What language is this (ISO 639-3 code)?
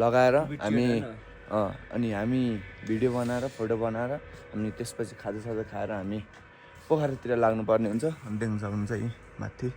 nep